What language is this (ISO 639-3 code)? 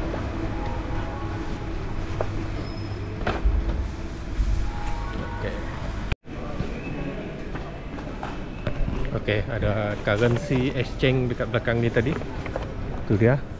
msa